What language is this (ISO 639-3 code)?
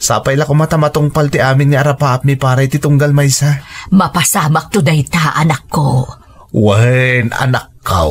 ilo